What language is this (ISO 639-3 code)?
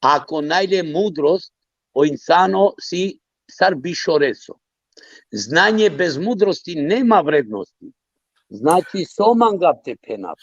rmn